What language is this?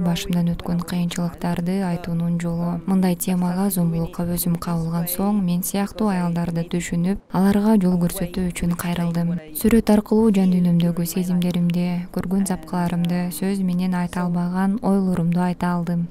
Kyrgyz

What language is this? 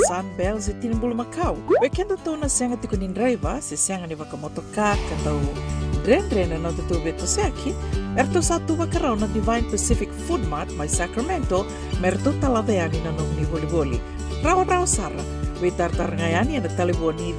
Fijian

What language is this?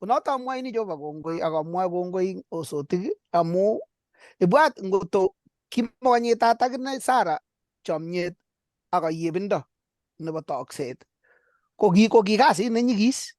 Kalenjin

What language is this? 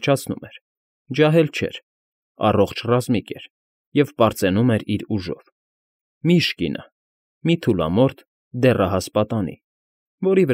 Armenian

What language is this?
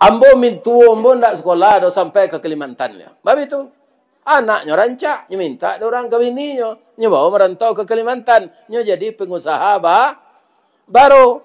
Minangkabau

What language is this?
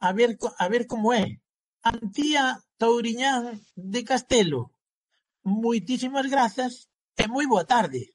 Galician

